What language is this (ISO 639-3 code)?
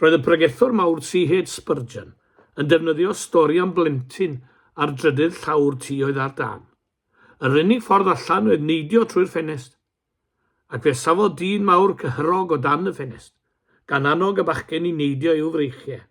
cym